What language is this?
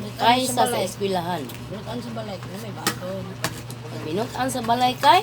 Cebuano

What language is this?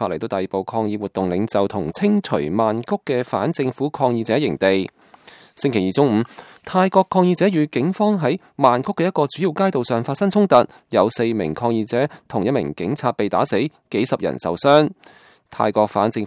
Cantonese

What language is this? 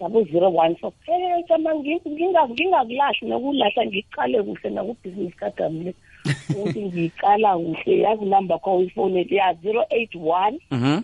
South Ndebele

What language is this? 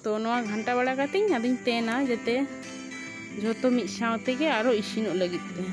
Santali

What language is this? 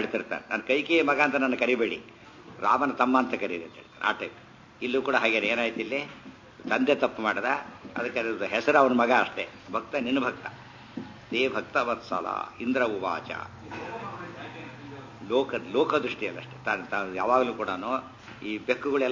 Kannada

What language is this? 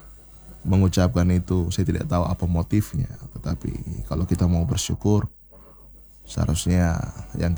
Indonesian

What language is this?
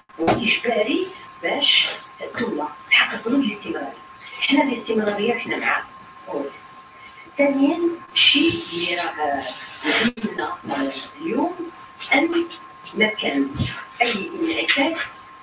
Algerian Arabic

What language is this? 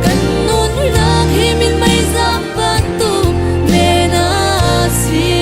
Hakha Chin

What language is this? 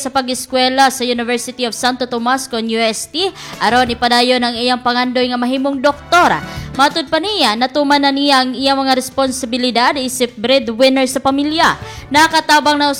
Cebuano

